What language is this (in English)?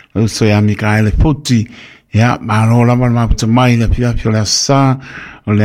Samoan